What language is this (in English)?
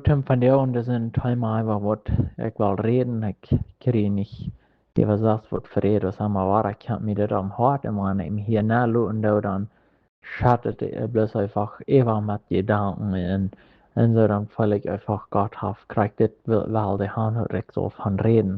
Plautdietsch